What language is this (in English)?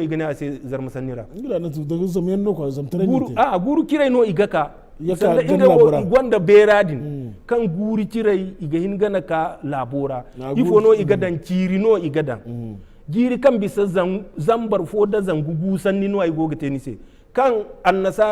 Zarma